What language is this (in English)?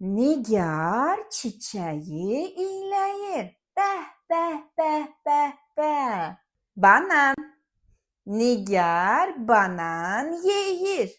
Azerbaijani